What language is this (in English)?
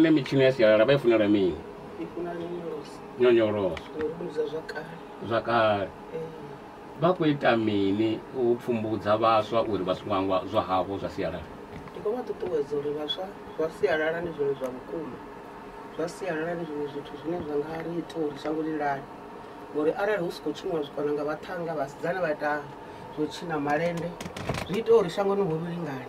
Venda